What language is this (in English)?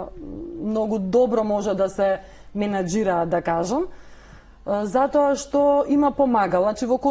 Macedonian